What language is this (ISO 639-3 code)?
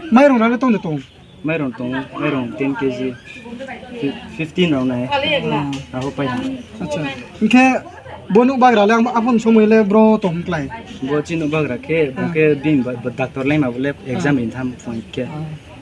ria